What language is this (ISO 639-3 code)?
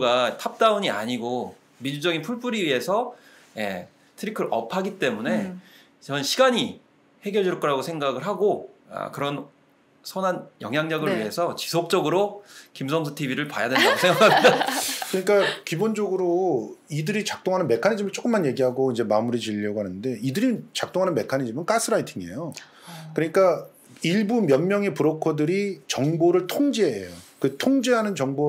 kor